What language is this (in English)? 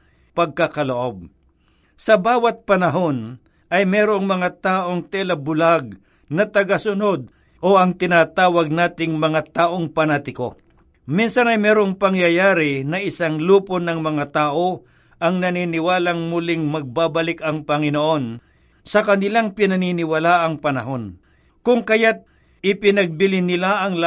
Filipino